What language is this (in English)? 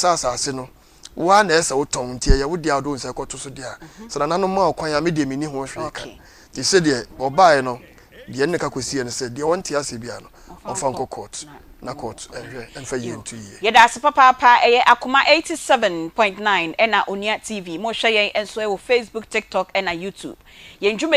Akan